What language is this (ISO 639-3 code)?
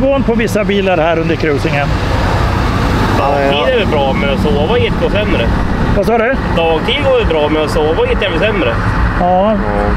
swe